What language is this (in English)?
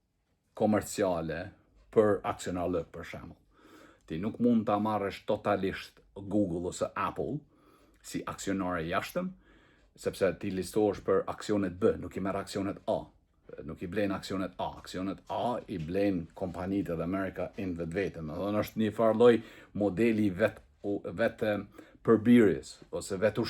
Albanian